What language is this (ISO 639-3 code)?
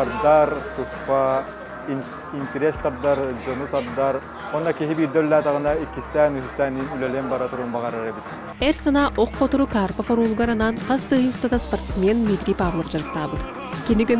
sah